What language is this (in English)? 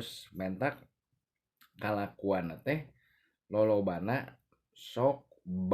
Sundanese